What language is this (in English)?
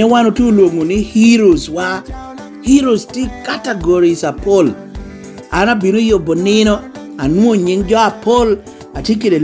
Lango (Uganda)